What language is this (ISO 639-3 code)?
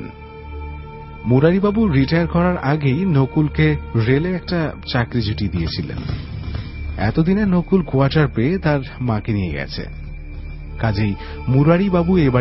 ben